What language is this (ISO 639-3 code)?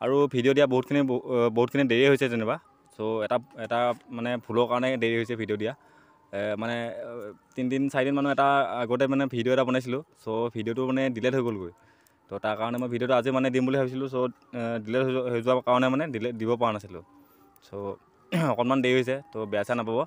asm